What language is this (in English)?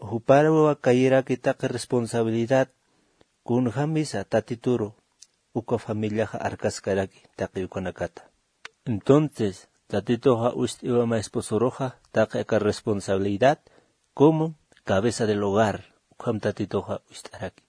Aymara